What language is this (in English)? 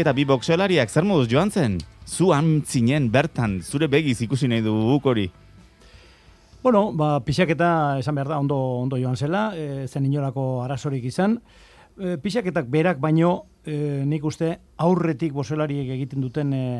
Basque